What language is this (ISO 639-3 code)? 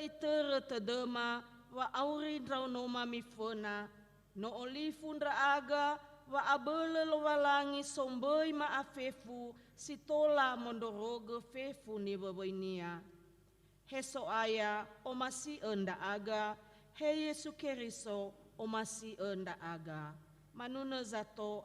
nia